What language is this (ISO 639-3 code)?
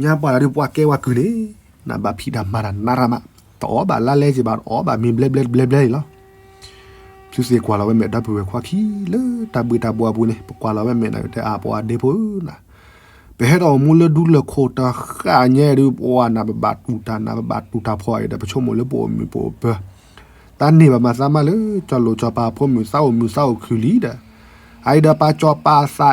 ksw